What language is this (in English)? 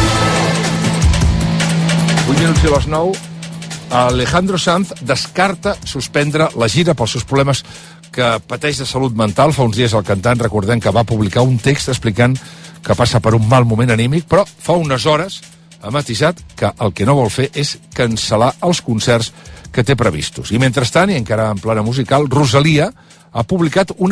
Catalan